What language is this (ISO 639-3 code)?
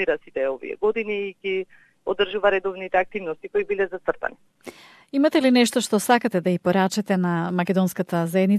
mkd